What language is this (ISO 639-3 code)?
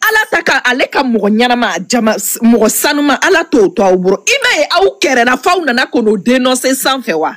bam